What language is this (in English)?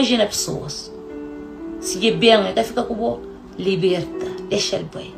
Kabuverdianu